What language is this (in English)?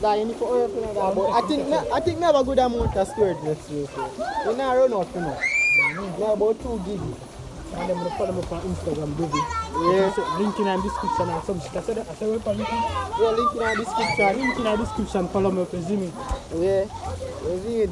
Jamaican Creole English